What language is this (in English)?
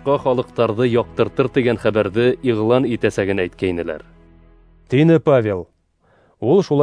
Bashkir